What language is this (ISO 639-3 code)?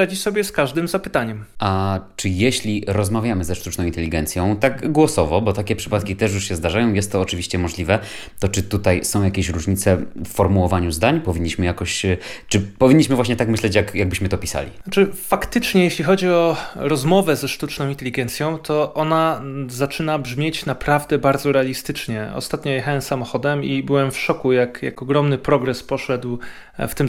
pol